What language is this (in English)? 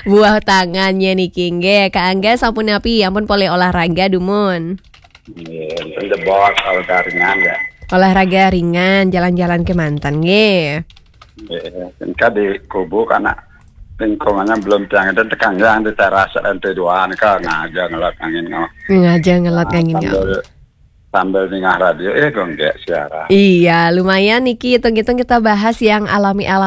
Balinese